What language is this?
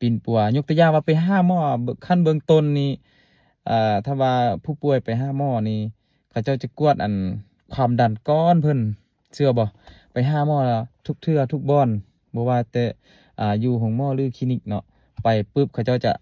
Lao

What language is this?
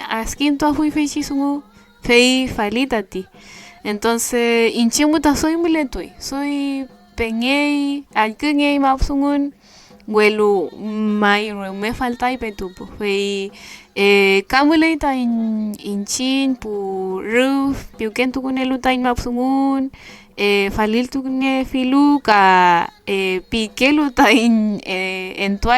Mapuche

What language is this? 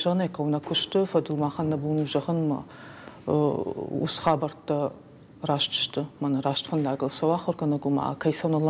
Ossetic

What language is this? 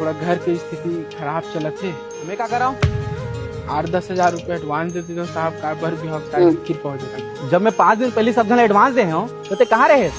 Chhattisgarhi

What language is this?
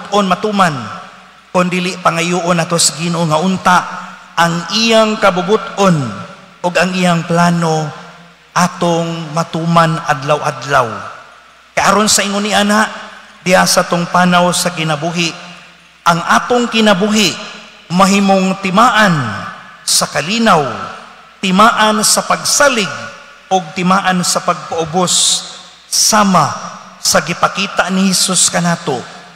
Cebuano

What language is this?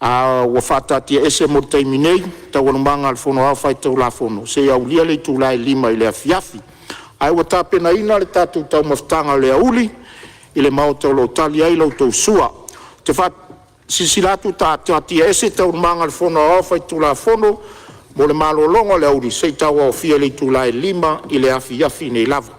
Samoan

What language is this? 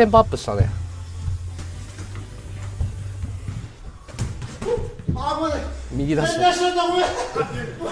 Japanese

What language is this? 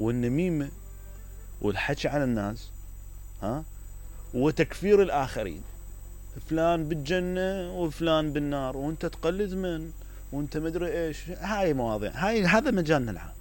Mesopotamian Arabic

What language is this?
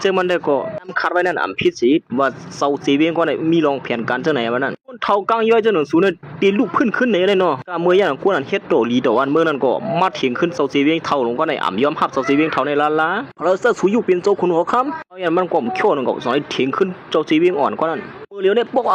Shan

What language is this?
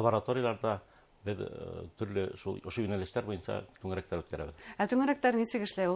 Bashkir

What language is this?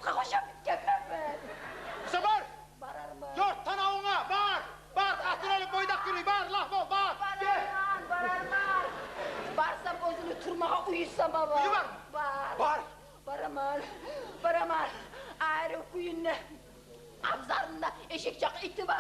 Kumyk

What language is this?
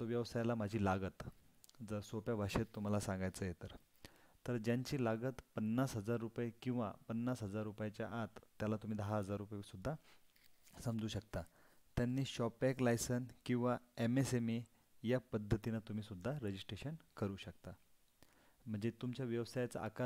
Marathi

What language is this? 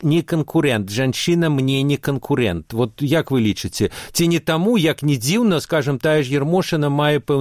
Belarusian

